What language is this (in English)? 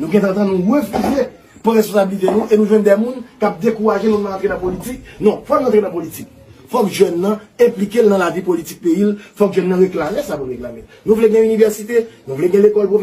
Haitian Creole